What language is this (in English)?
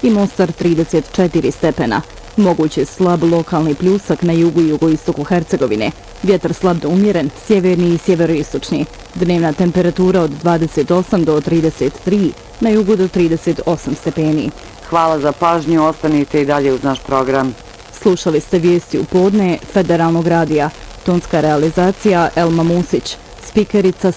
Bosnian